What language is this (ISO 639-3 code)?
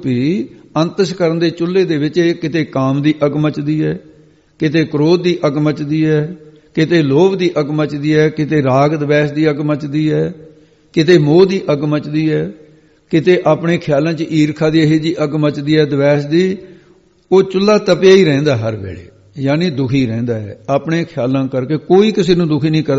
pan